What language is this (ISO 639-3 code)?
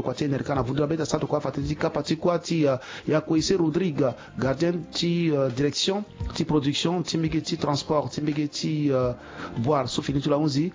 sag